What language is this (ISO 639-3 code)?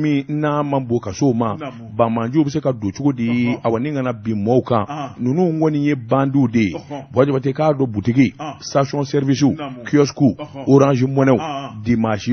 bam